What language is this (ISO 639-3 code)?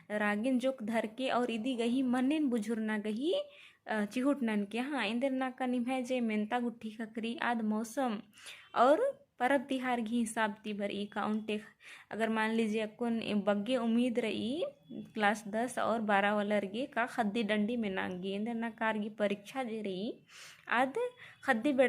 kru